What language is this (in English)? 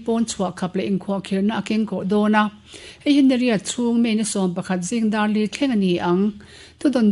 Mizo